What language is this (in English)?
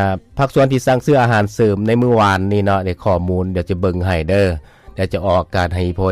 Lao